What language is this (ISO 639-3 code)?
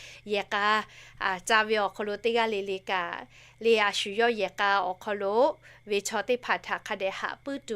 lhu